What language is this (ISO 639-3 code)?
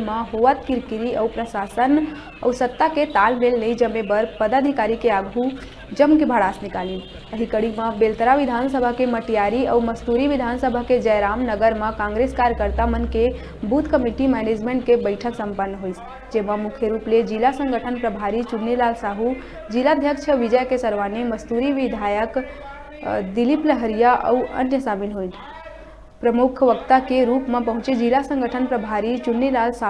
hne